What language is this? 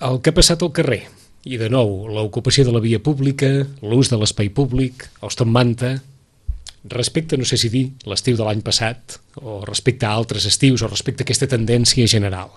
Catalan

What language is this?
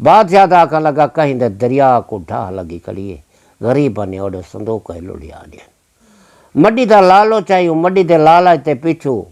Saraiki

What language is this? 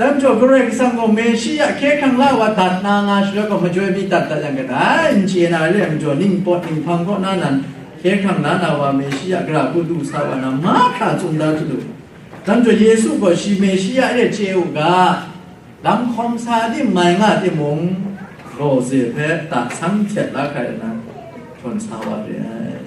Kachin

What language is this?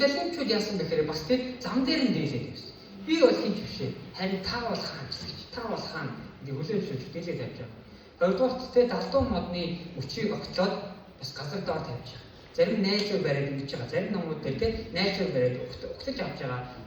Mongolian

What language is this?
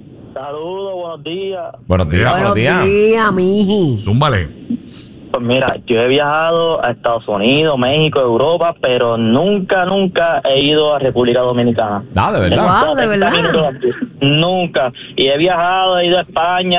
Spanish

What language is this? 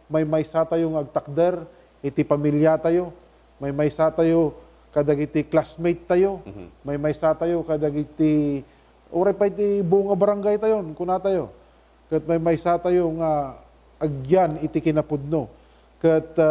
Iloko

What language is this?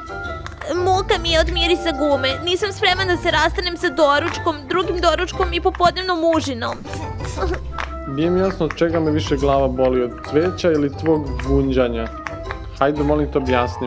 Serbian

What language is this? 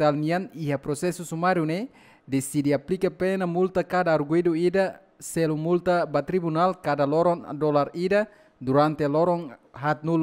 Tetum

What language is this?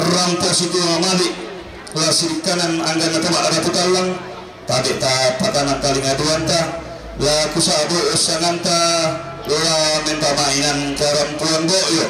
Toraja-Sa'dan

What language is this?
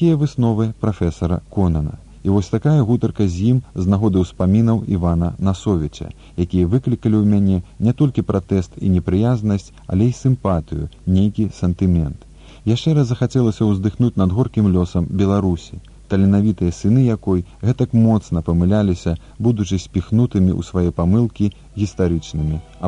Belarusian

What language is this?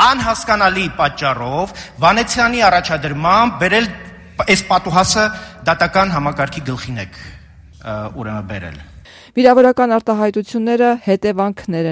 Armenian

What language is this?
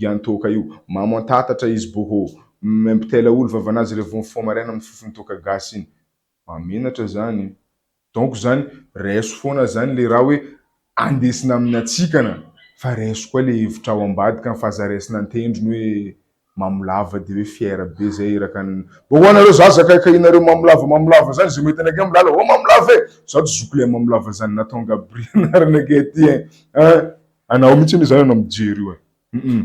Malagasy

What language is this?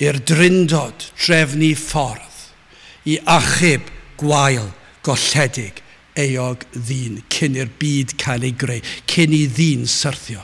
Welsh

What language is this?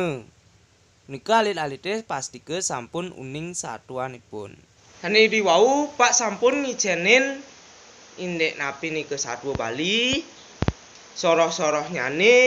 Balinese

